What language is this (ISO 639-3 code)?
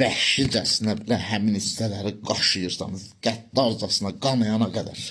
aze